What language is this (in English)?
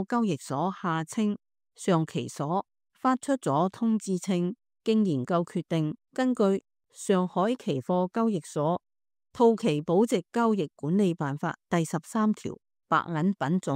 Cantonese